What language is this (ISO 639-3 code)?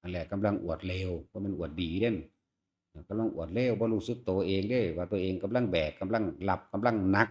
tts